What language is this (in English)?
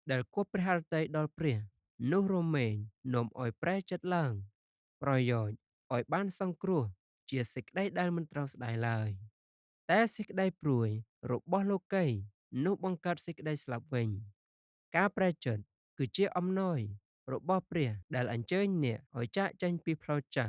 Khmer